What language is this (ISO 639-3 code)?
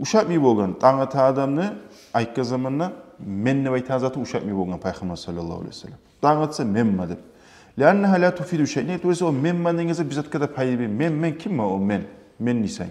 kum